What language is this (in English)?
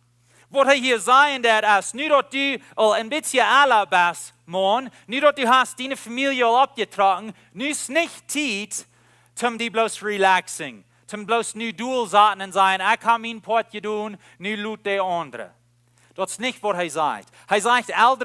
Plautdietsch